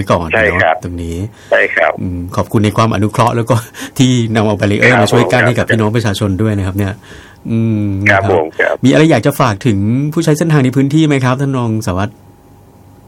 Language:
Thai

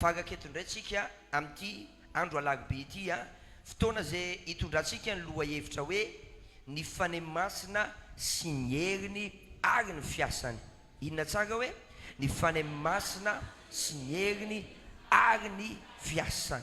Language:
Malagasy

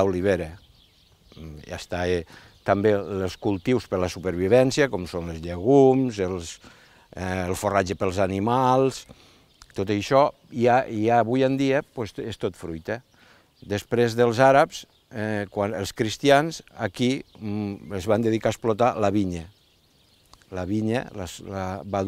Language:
Catalan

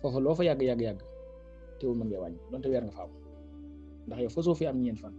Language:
Wolof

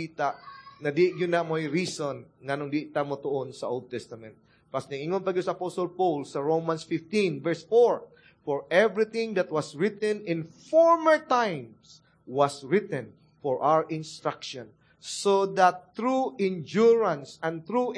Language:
Cebuano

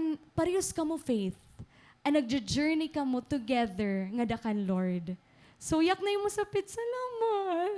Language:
Waray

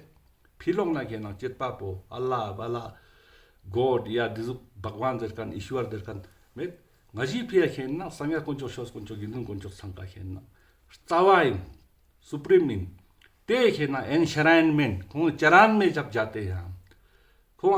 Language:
Ladakhi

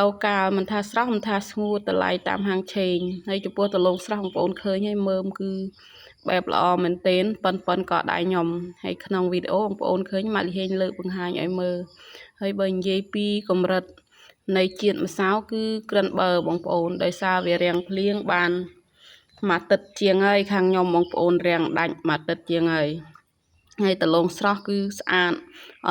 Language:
Khmer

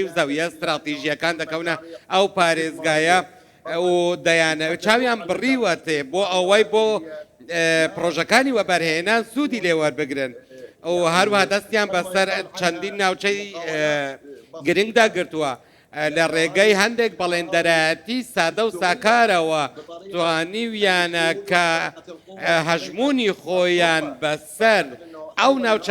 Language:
Central Kurdish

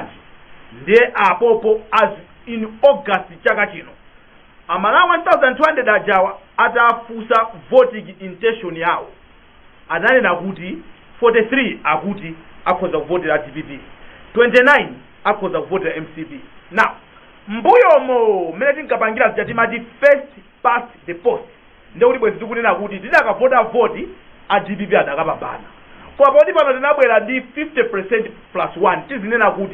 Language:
Nyanja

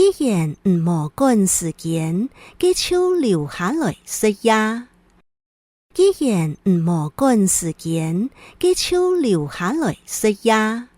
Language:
Hakka Chinese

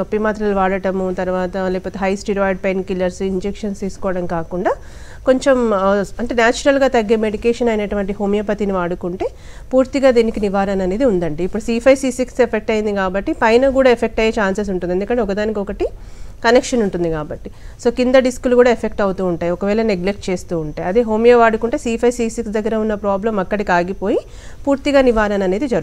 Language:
Telugu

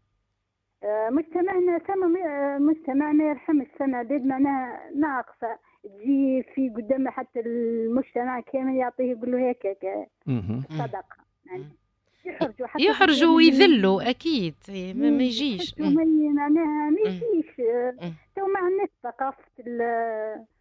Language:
Tunisian Arabic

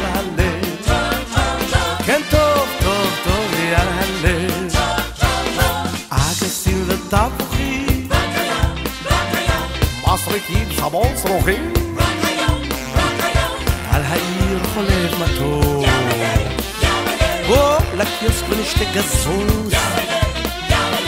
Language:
Hebrew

